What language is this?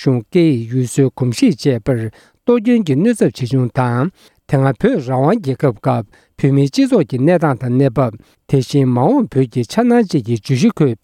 Tibetan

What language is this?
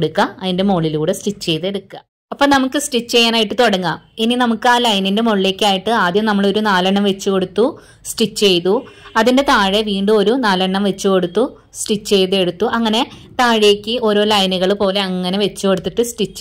Malayalam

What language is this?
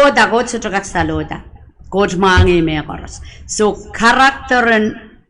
Pohnpeian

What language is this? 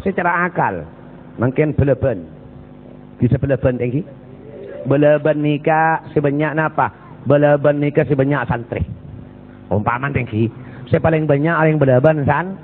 Madurese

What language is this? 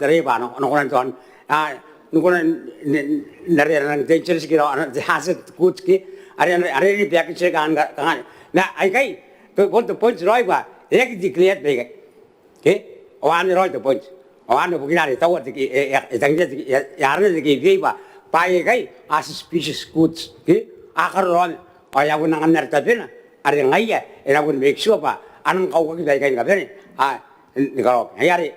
Gilbertese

